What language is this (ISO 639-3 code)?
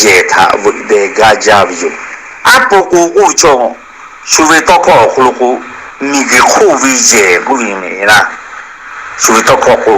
lhu